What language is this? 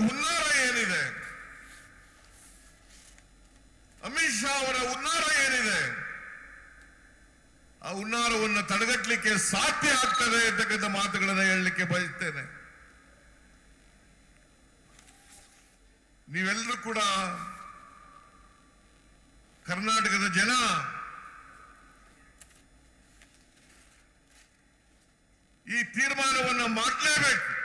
Kannada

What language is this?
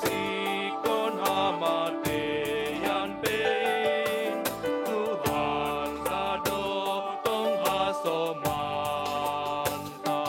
Batak Simalungun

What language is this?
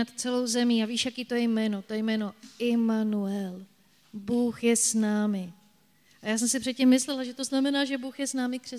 Czech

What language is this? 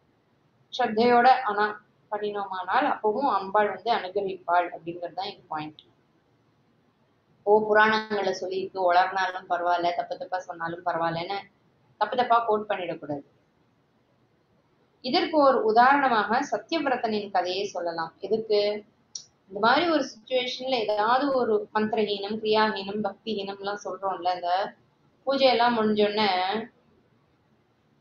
Tamil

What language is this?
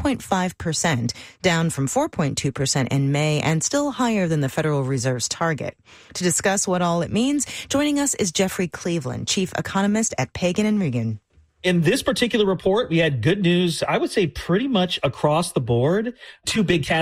English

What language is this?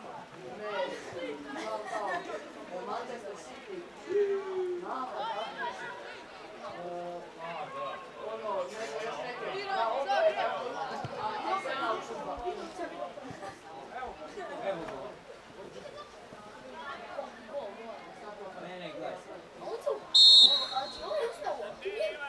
Croatian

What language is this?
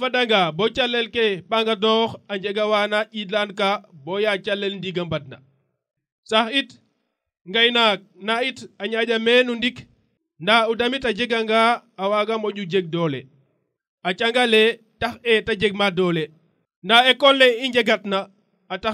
Serer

